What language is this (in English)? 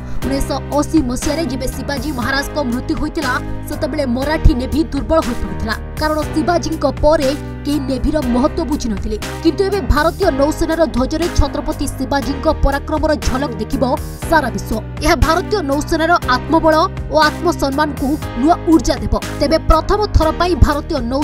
Odia